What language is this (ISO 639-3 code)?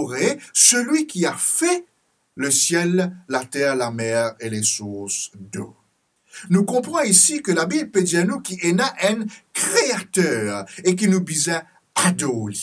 mfe